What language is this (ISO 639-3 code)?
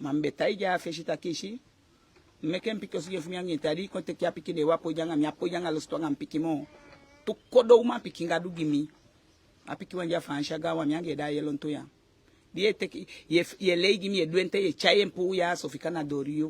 djk